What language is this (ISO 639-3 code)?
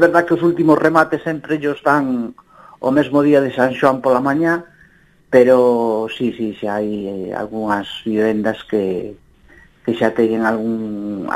glg